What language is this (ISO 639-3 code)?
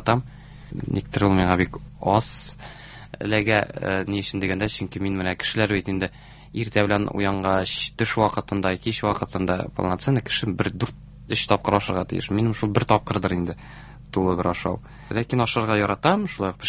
tat